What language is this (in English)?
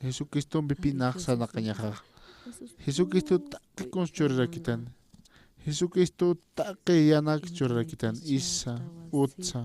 Aymara